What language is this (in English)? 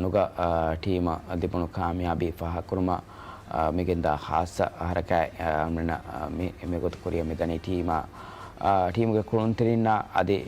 Divehi